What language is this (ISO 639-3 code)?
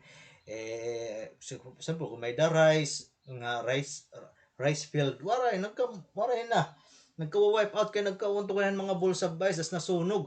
war